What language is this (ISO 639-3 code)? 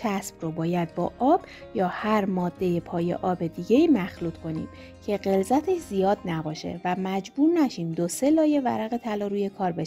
fas